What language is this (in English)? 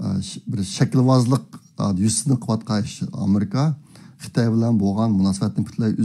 Uyghur